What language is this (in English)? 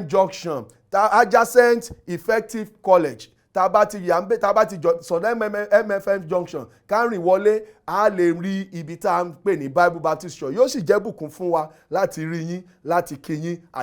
Yoruba